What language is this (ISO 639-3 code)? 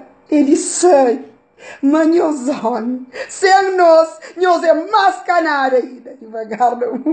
kea